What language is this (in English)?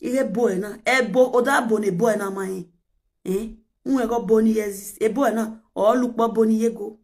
Nigerian Pidgin